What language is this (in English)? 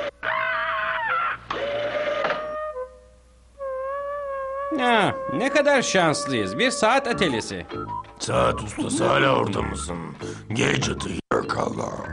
Turkish